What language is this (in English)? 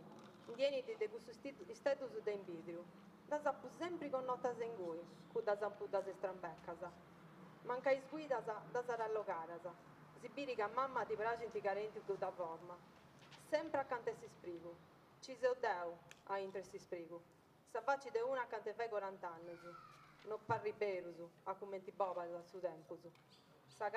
Sardinian